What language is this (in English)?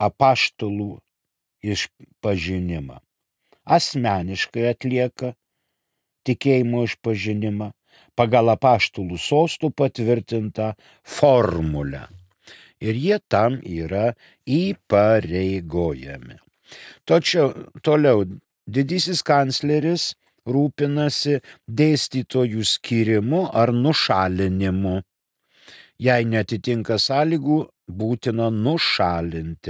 Lithuanian